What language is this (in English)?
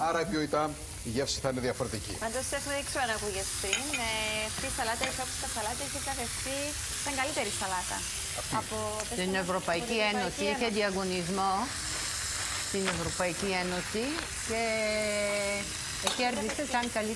Greek